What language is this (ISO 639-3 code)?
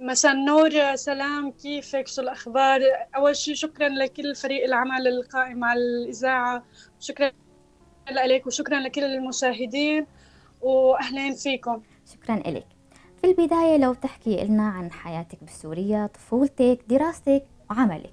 apc